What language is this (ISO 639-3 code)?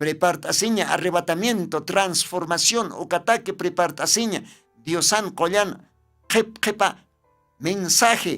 aym